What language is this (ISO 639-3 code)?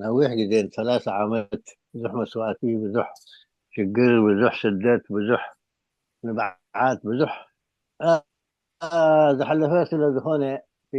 tir